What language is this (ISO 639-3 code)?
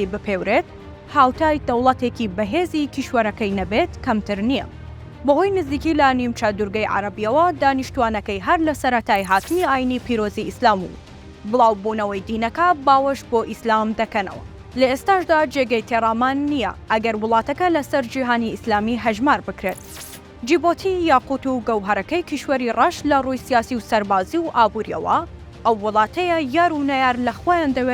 ckb